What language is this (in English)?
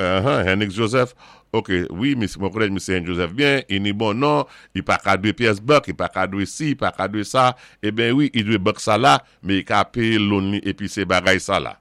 Saint Lucian Creole French